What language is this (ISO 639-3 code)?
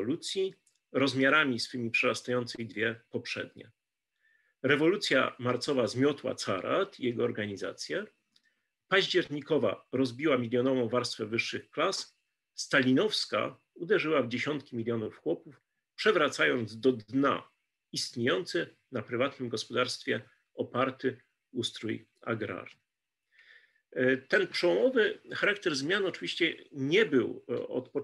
pol